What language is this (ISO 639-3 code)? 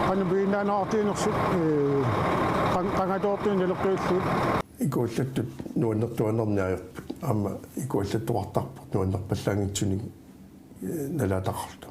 kal